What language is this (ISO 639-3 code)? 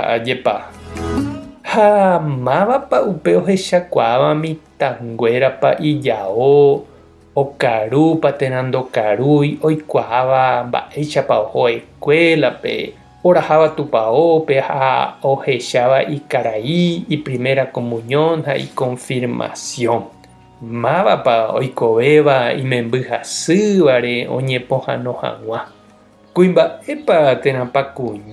grn